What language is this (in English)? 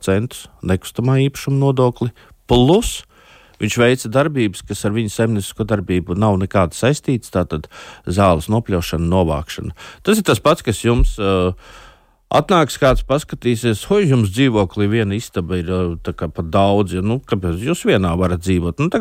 Latvian